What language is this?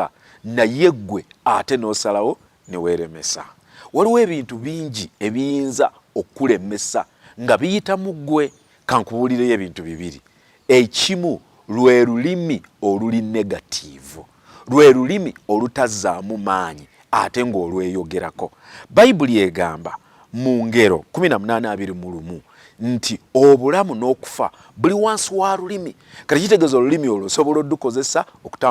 Ganda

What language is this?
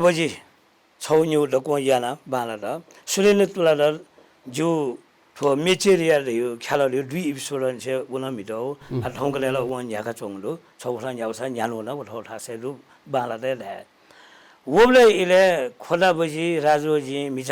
Newari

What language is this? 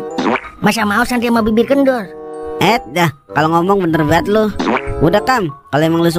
Betawi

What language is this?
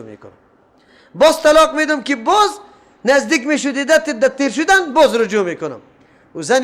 Persian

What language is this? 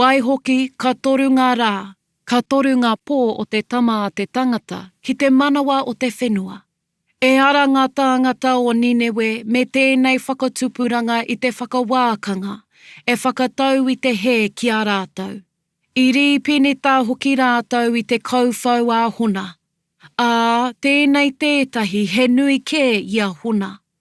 Māori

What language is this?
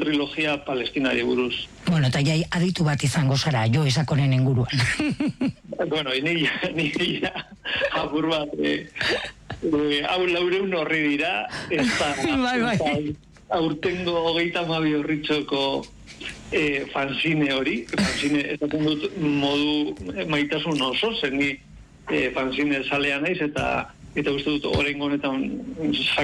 Basque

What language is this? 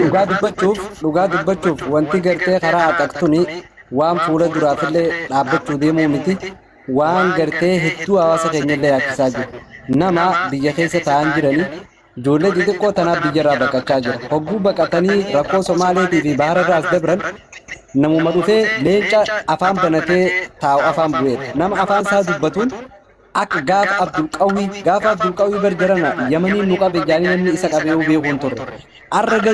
Oromo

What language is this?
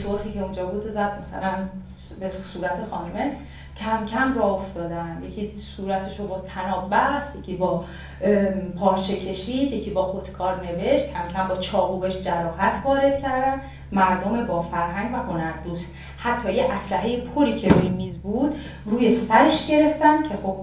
Persian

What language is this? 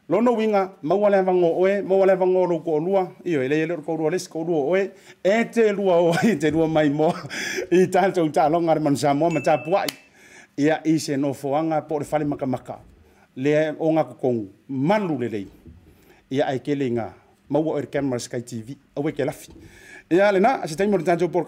Samoan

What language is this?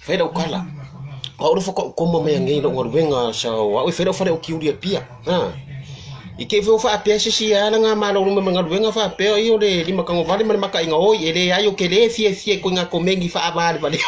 Samoan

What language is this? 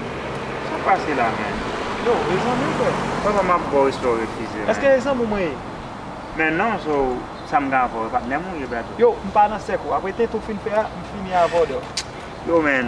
Haitian Creole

